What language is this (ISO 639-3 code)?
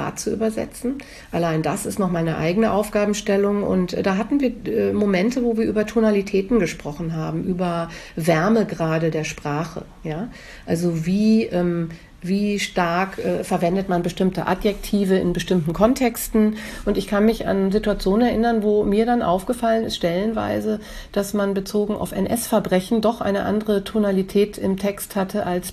deu